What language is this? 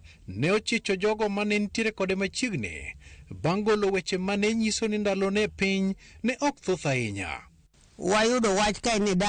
Luo (Kenya and Tanzania)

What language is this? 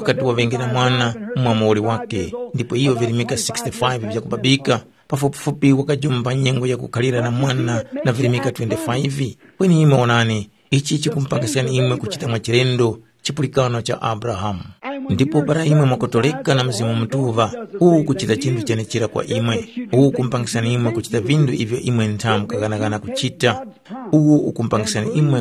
Tumbuka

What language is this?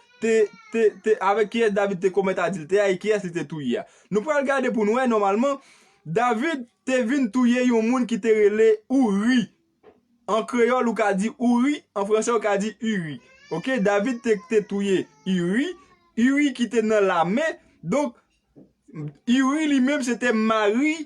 Haitian Creole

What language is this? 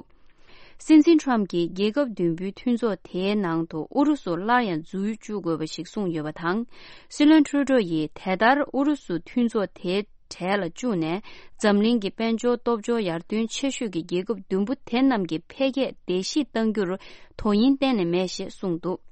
Tibetan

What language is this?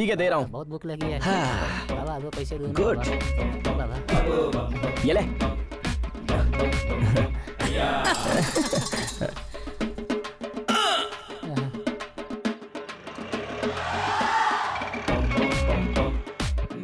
Hindi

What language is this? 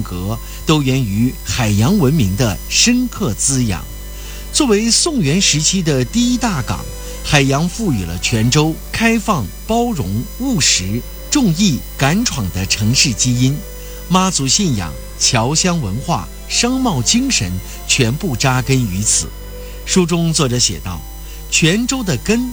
Chinese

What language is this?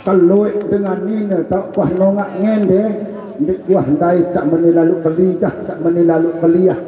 Sasak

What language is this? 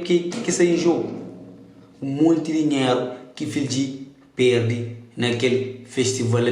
Kabuverdianu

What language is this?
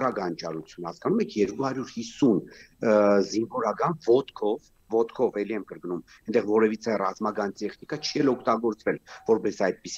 Armenian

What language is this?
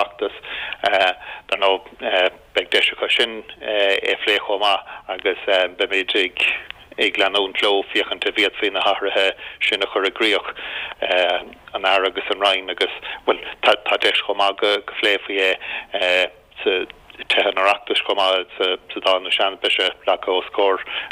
Irish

